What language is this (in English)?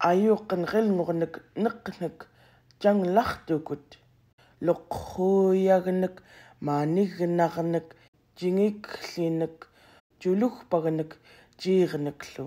Central Yupik